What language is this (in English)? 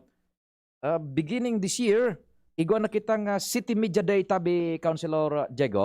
Bikol